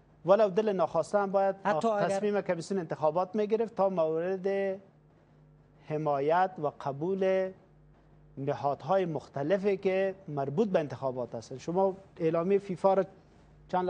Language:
Persian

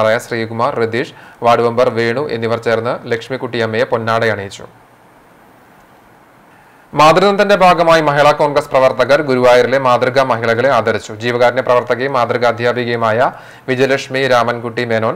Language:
Malayalam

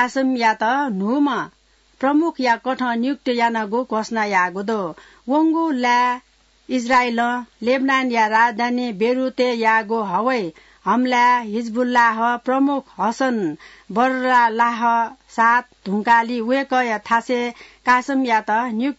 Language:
Newari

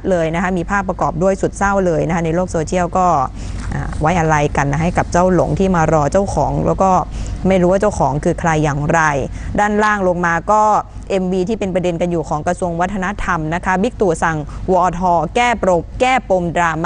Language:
Thai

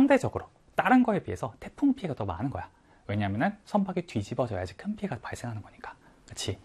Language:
Korean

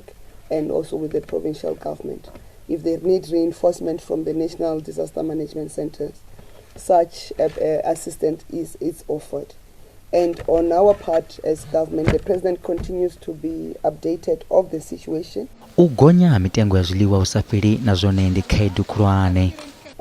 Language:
Venda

